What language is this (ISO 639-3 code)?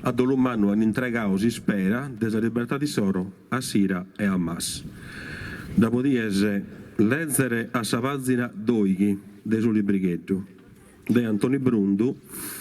srd